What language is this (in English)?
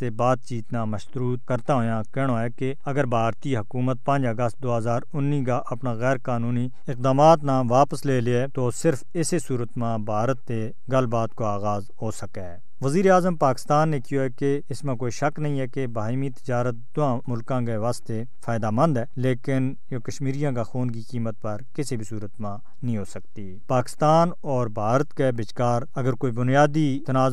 Gujari